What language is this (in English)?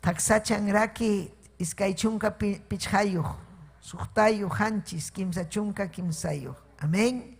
Ayacucho Quechua